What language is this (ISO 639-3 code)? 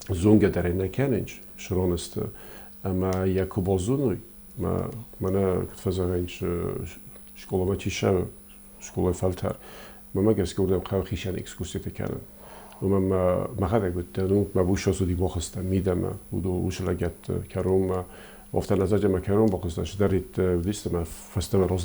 oss